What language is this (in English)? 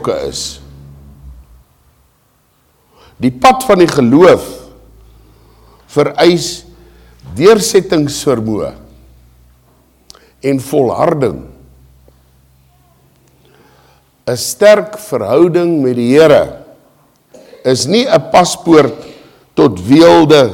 Afrikaans